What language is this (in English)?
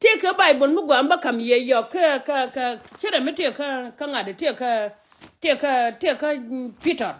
Nuer